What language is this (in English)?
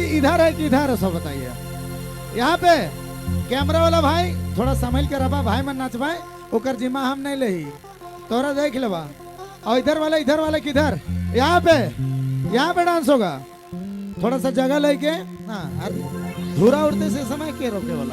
Sadri